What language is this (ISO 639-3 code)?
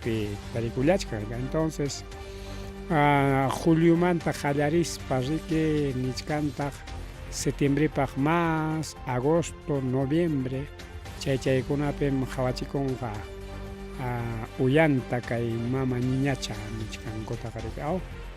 quy